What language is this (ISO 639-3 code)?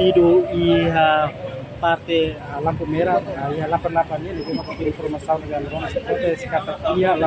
tet